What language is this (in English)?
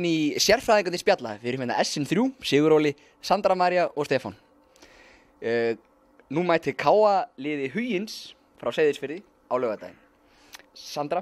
Icelandic